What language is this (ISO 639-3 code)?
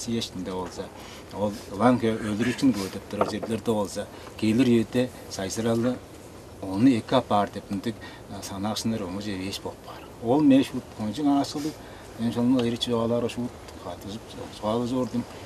tyv